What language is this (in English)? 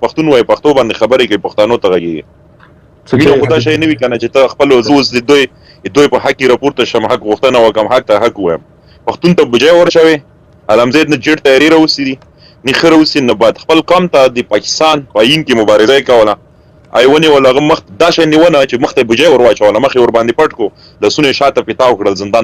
Pashto